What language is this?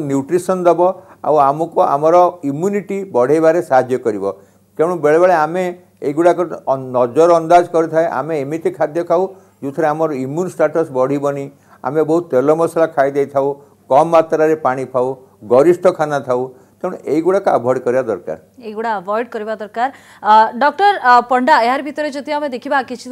Odia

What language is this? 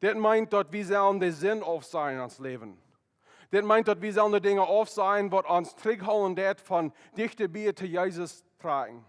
Plautdietsch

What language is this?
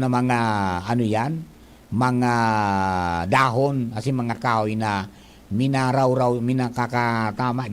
Bikol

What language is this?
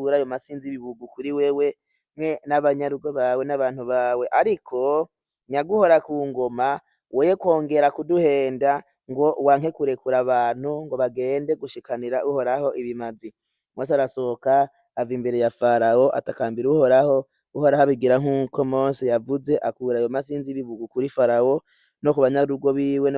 Rundi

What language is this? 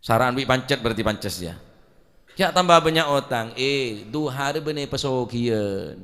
Madurese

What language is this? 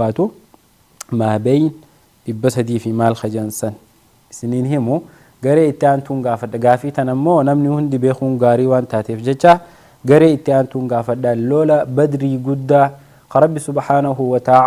Oromo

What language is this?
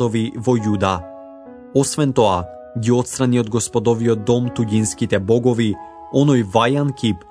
Macedonian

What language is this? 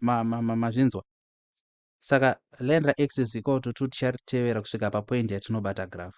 Shona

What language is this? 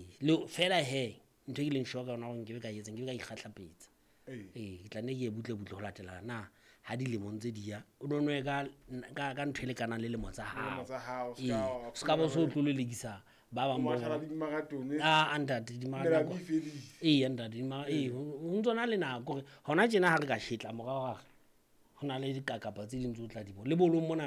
Southern Sotho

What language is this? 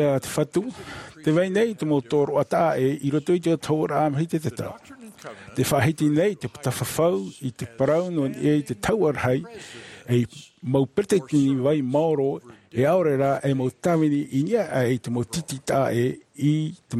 Tahitian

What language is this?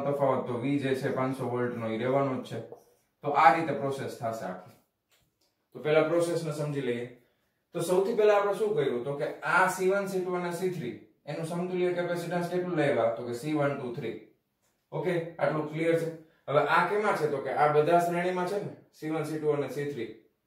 Gujarati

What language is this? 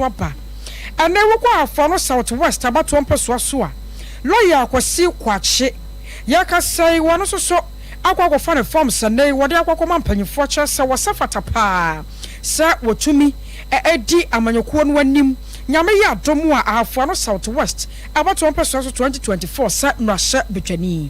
Akan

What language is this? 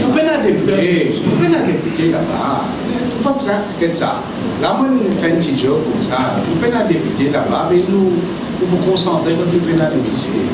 Morisyen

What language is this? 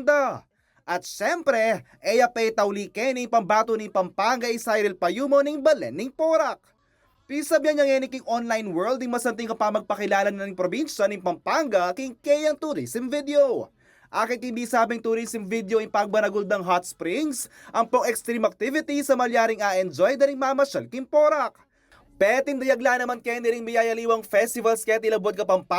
Pampanga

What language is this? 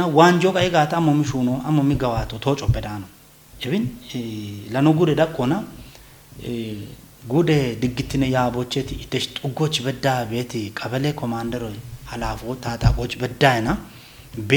Kafa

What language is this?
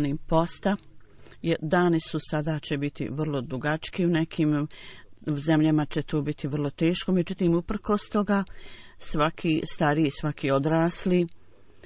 Bosnian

